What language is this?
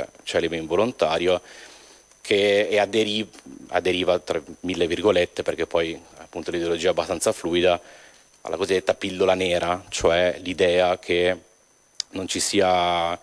Italian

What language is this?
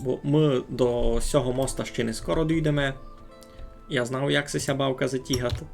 Rusyn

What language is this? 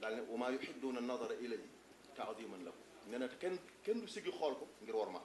Wolof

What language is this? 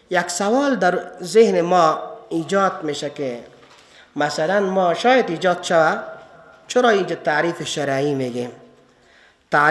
Persian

